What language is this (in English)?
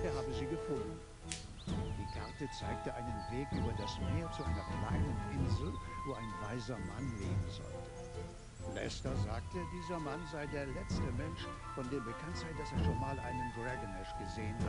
German